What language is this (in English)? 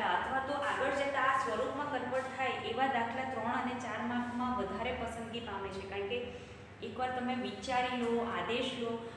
Gujarati